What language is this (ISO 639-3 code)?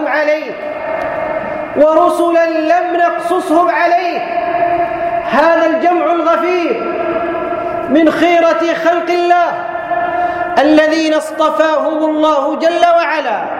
ara